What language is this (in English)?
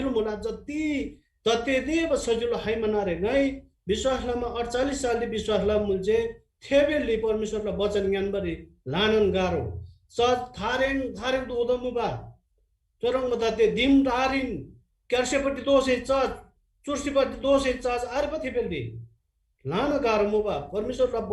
Eastern Tamang